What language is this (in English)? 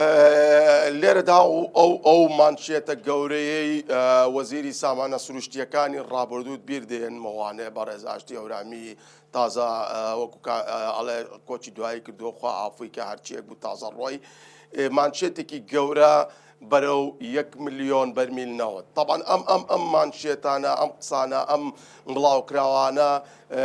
Central Kurdish